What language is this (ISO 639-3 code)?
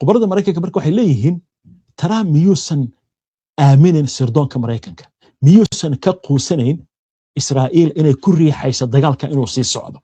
som